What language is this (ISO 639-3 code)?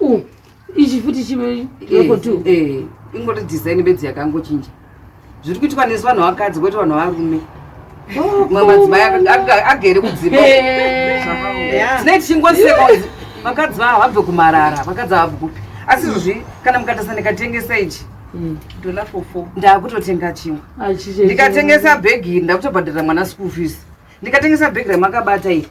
sna